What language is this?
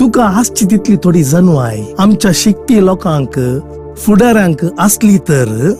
Konkani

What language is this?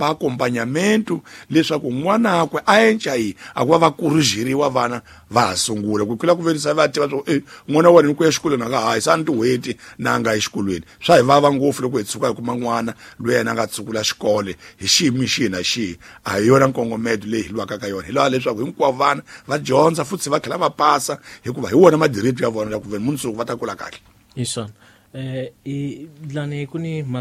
Tsonga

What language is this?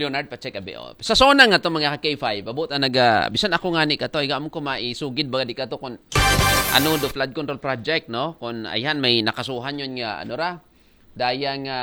Aklanon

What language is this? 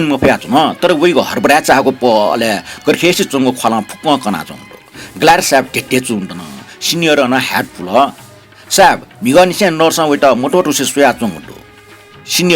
Newari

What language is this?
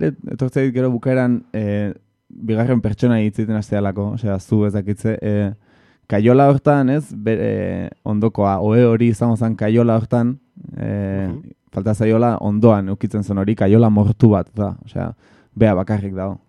Basque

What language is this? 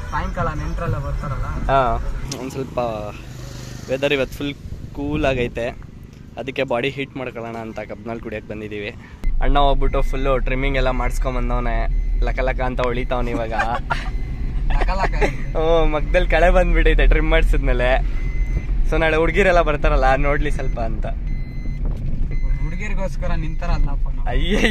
Kannada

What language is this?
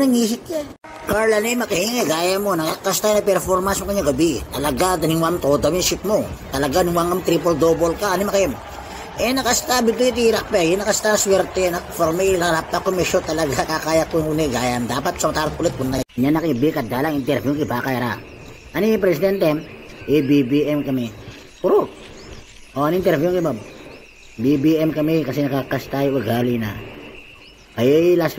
Itawit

